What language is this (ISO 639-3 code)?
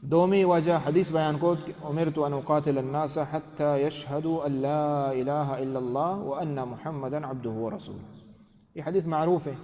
bal